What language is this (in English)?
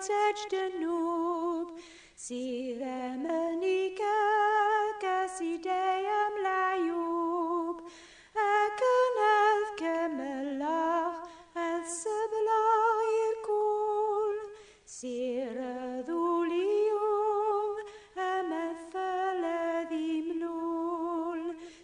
Kabyle